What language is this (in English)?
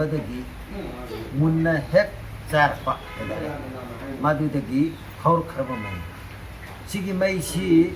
Manipuri